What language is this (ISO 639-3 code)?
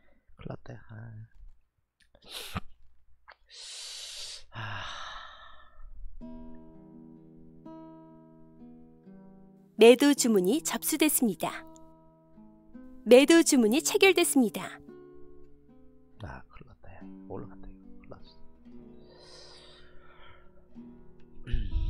kor